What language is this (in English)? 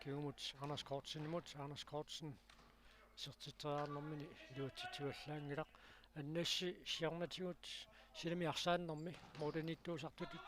Kalaallisut